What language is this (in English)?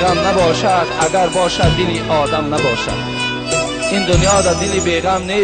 Tajik